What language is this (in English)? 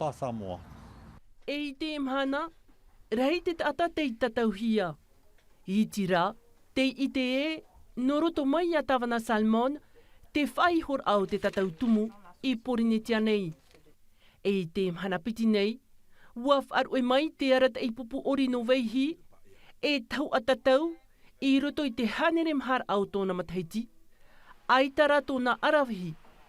Tahitian